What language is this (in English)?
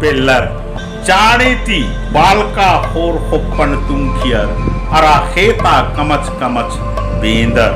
Kurukh